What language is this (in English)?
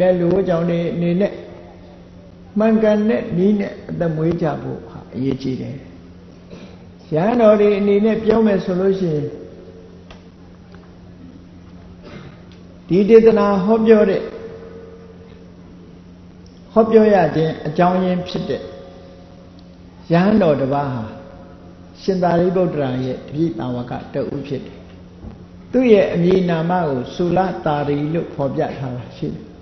Burmese